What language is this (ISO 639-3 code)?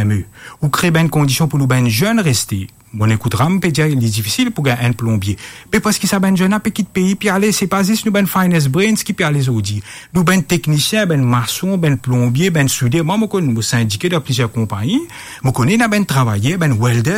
mfe